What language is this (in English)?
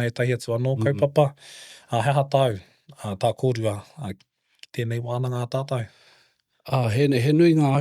Māori